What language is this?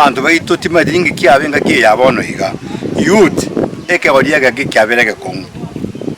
Gusii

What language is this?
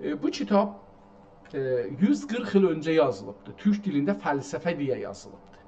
South Azerbaijani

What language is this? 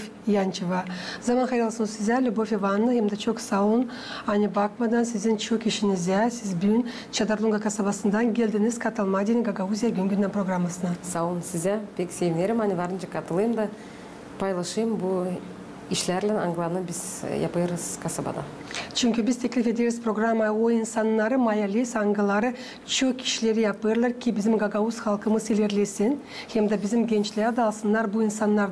Gagauz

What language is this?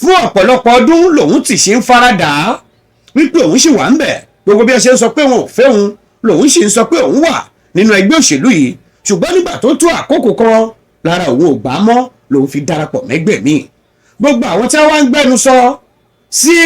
Yoruba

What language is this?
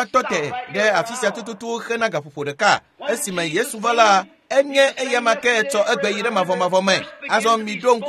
Ewe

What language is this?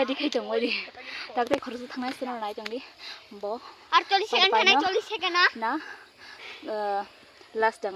Kok Borok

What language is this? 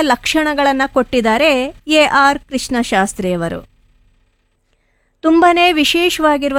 Kannada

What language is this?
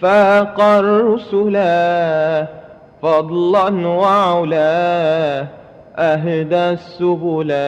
Madurese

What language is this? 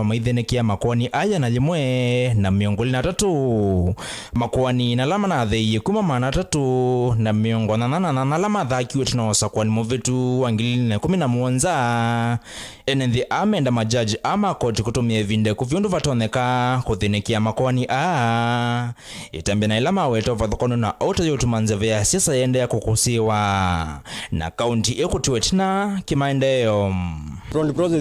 Kamba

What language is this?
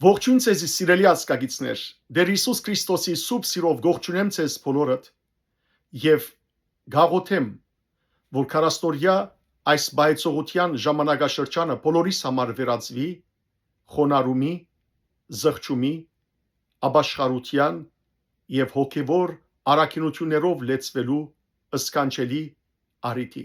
Western Armenian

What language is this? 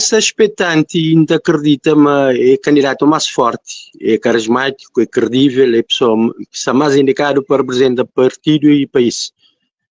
Kabuverdianu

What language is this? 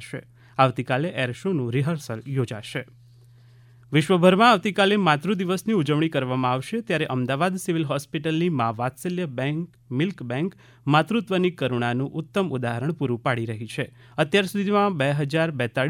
Gujarati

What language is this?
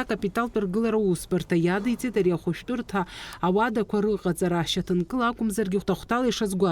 Abkhazian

